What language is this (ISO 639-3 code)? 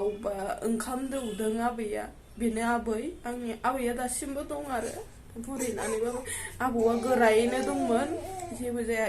brx